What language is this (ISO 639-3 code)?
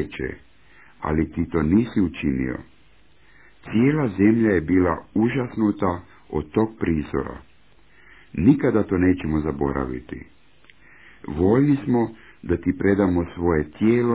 hrv